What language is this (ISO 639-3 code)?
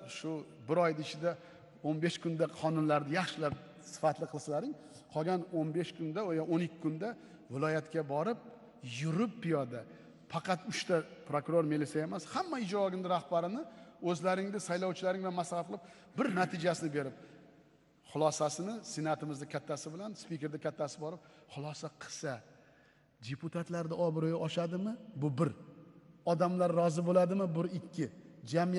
uzb